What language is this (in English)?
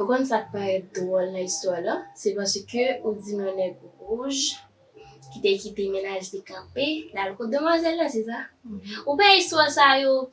Haitian Creole